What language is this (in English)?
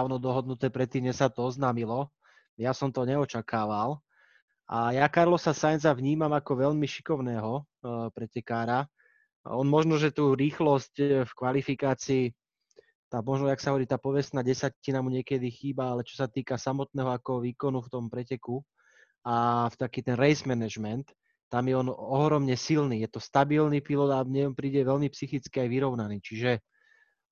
Slovak